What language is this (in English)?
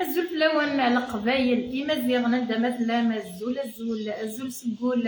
Kabyle